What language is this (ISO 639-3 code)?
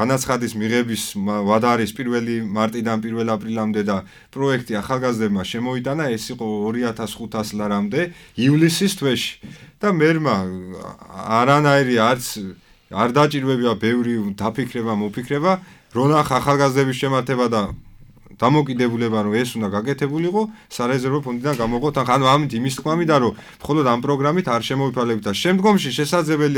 kat